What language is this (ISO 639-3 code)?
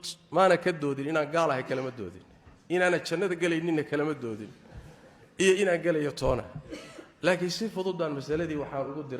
som